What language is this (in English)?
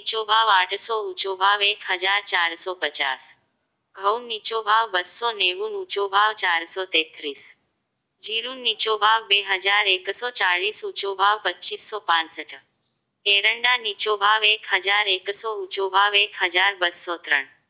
Gujarati